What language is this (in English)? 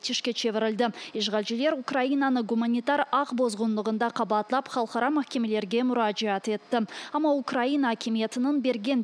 Crimean Tatar